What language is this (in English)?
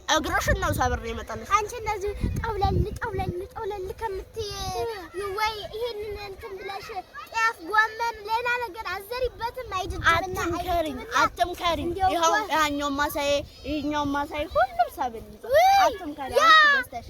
Amharic